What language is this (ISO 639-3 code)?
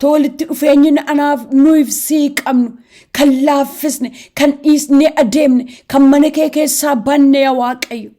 orm